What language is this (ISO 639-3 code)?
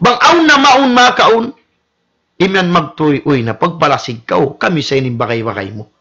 tsg